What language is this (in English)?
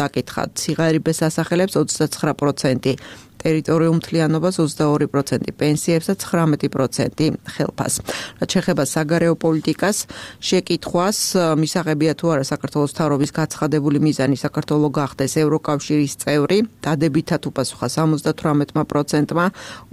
Georgian